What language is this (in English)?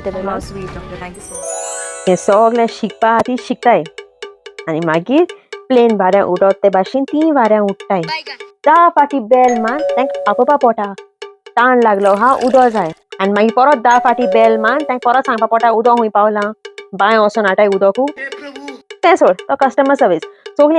Konkani